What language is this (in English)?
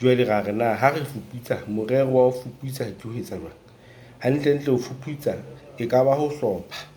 Southern Sotho